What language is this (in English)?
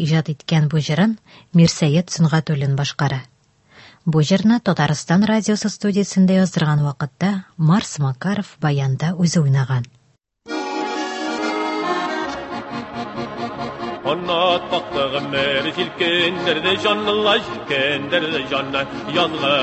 Tatar